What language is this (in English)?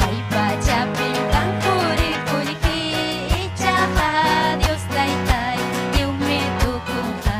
Ayacucho Quechua